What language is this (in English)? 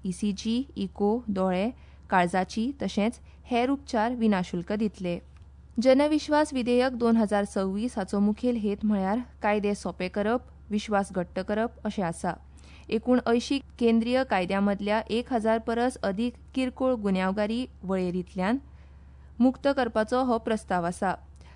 Konkani